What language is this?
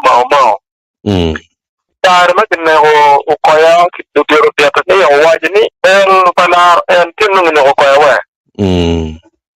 Acoli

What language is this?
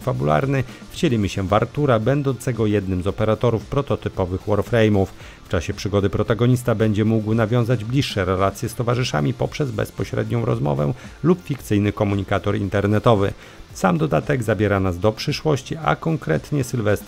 Polish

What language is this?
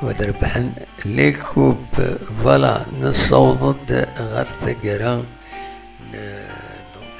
Kabyle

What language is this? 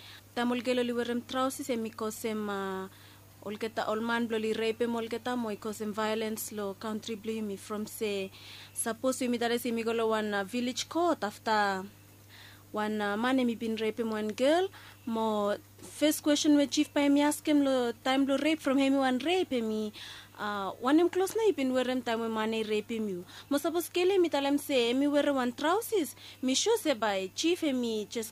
Bislama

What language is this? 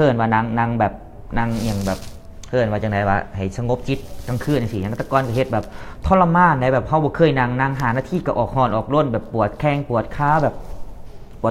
Lao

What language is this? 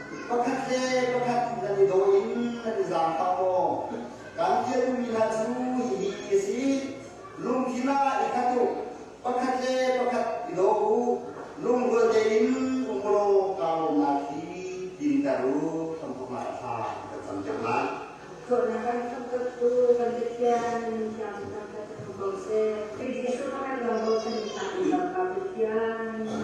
Hakha Chin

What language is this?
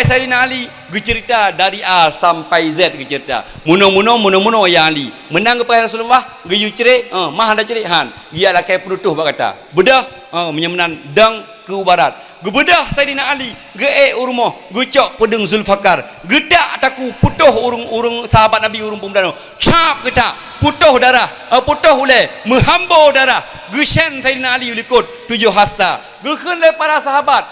Achinese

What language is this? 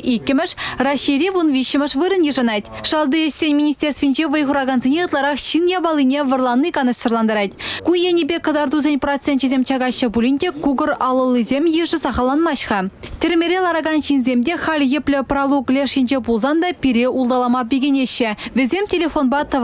Chuvash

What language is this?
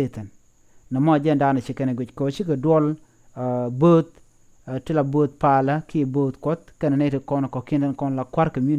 Nuer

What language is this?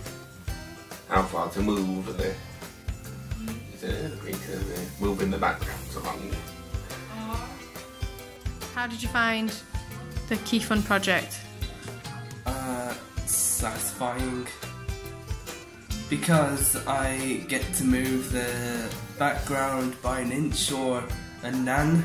English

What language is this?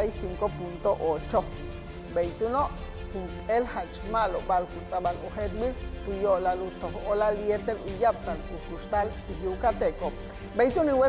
Yucateco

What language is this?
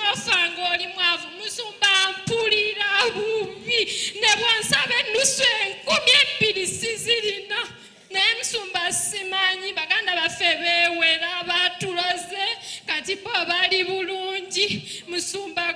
Ganda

